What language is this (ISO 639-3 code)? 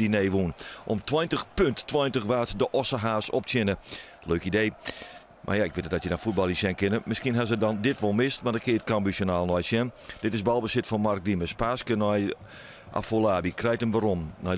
fry